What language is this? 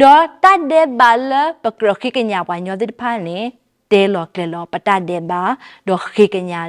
S'gaw Karen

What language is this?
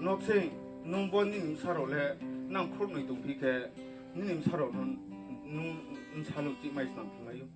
Riang (India)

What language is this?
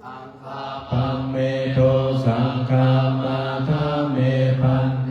Pali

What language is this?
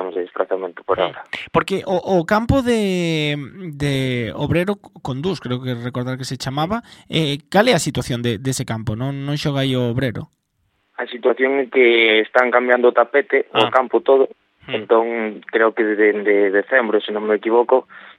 Galician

